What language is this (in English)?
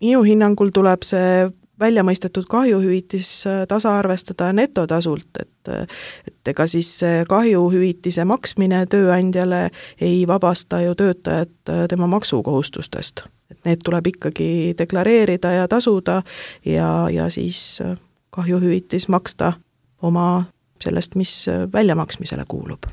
Estonian